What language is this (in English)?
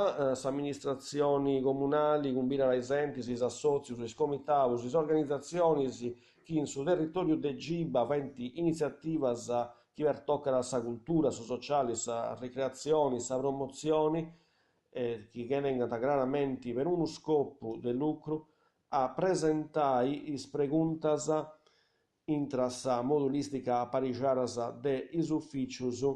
Sardinian